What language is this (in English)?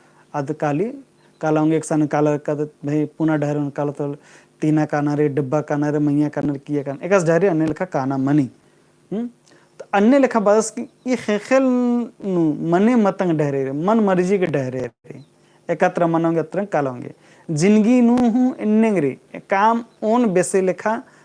Kurukh